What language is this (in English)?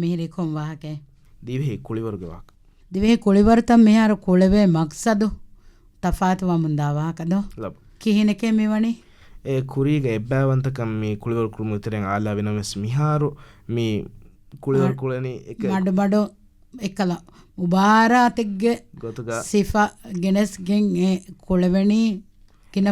Divehi